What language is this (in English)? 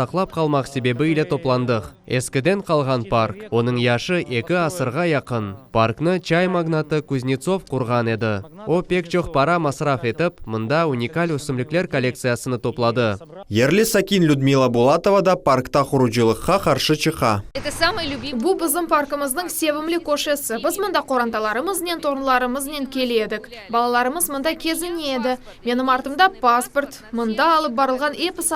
Crimean Tatar